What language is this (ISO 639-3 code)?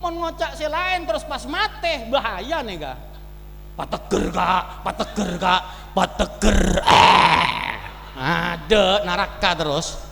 mad